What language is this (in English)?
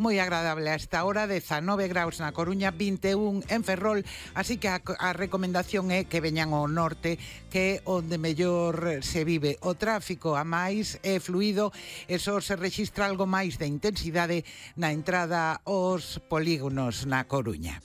Galician